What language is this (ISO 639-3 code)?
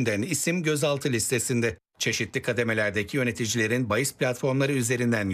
tur